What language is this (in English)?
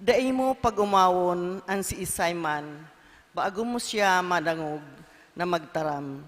Bikol